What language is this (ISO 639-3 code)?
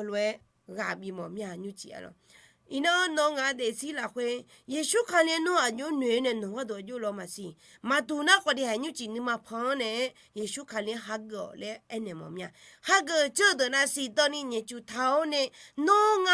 ahk